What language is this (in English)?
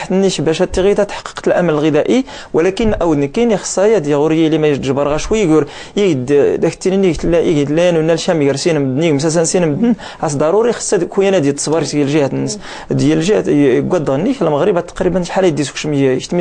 Moroccan Arabic